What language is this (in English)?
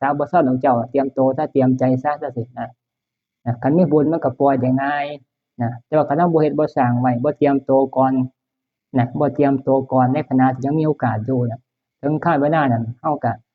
Northeastern Thai